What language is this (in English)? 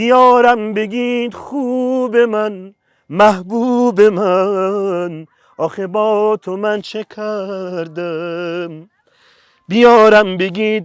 Central Kurdish